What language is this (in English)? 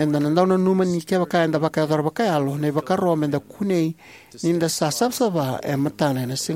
Fijian